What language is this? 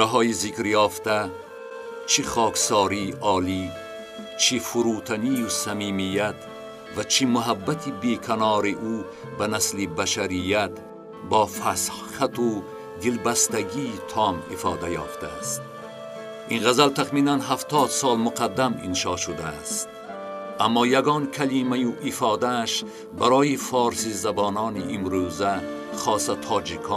Tajik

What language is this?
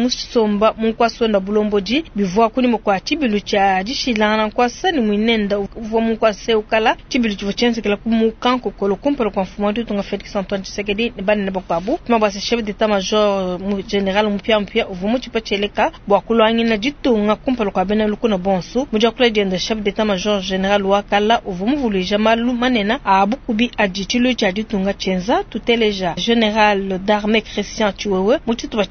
Luba-Lulua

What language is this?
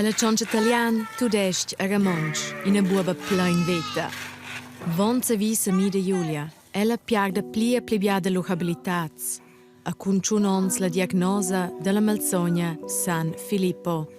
Romansh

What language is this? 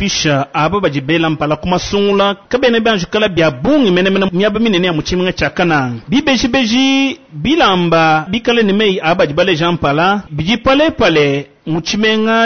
Luba-Lulua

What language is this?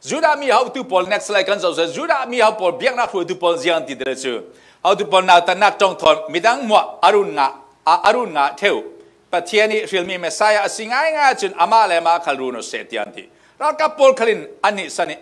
Falam Chin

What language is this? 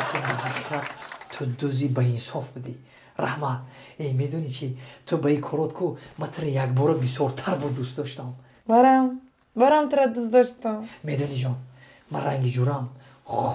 Tajik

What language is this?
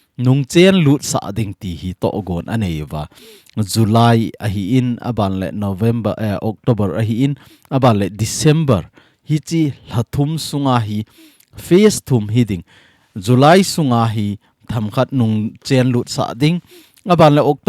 Thado Chin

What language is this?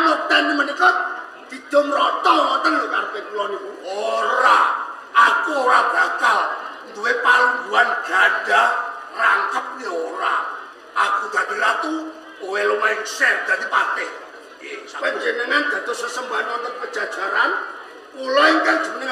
Javanese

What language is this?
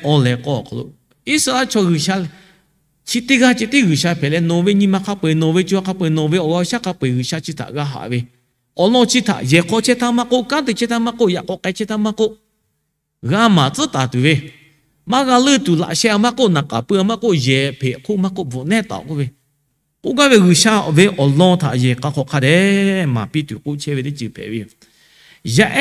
Lahu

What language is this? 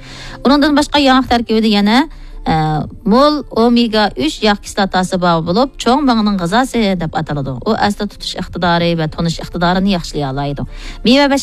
Uyghur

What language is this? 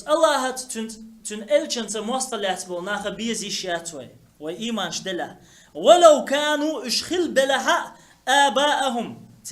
Chechen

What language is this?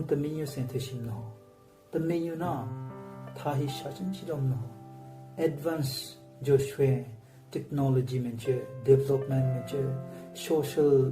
Southern Rengma Naga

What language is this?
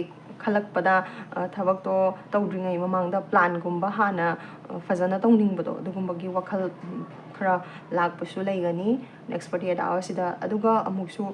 Manipuri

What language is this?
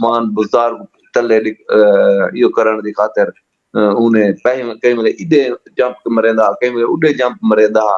Saraiki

